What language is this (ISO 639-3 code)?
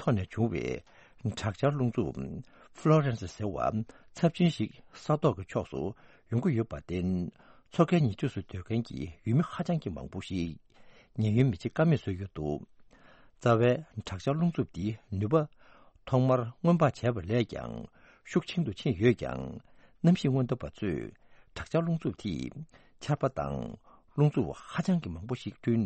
bod